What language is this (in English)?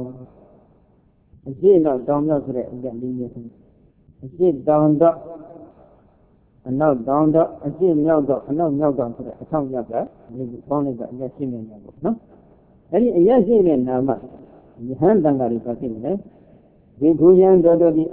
Burmese